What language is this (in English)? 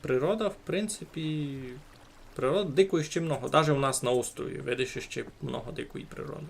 Rusyn